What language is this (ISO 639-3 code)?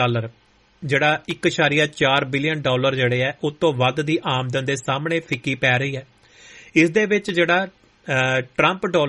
pan